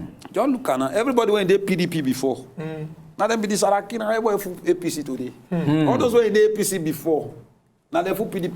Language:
Nigerian Pidgin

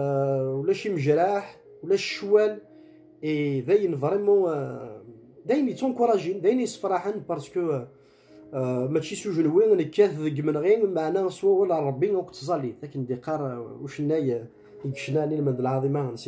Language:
Kabyle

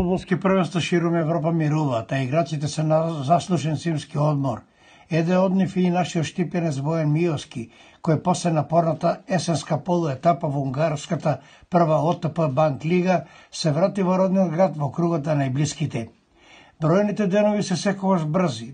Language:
Macedonian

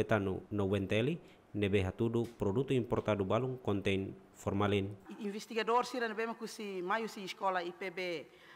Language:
Tetum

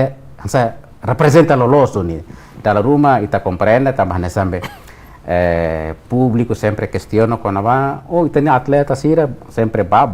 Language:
Tetum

